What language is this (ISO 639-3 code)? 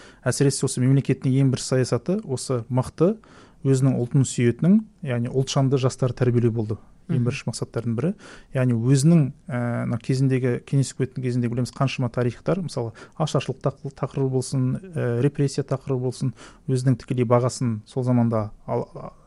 kaz